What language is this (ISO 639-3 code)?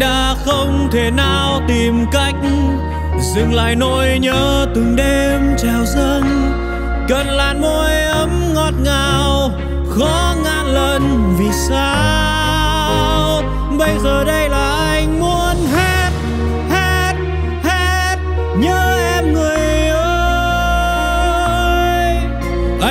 vie